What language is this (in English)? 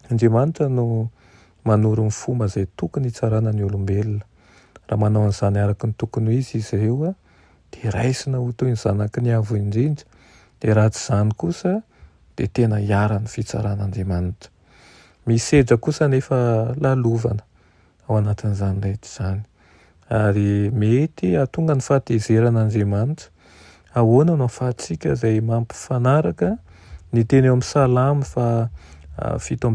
Malagasy